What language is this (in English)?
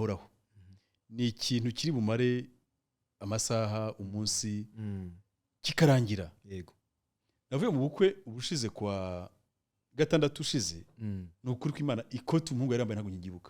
Kinyarwanda